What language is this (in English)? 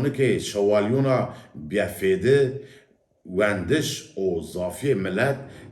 Zaza